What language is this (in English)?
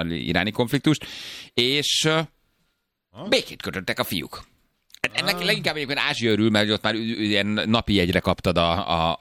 Hungarian